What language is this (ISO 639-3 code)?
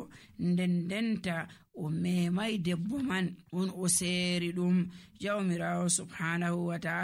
fuv